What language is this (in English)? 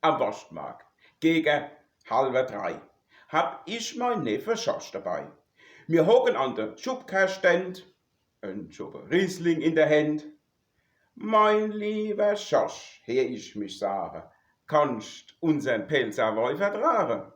Palatine German